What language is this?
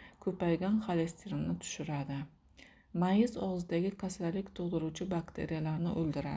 Uzbek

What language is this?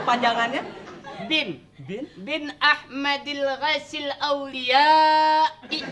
Betawi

